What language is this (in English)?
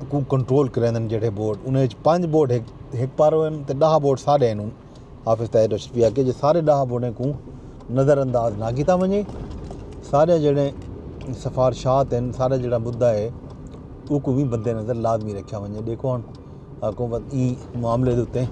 Saraiki